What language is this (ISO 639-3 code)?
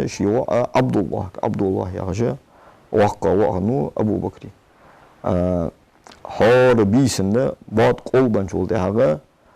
inh